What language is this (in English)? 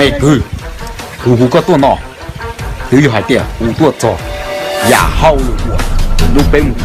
Hmong